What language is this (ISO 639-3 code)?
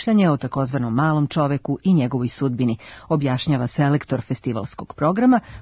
srp